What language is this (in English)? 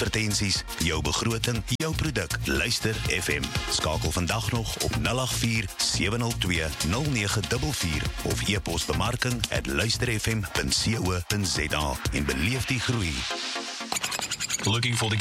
Afrikaans